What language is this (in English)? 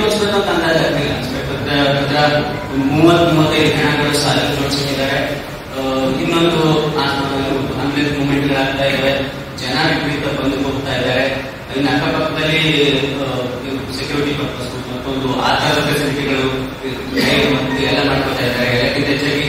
Kannada